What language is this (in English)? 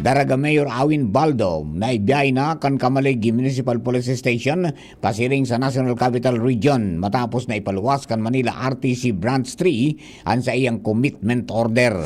Bikol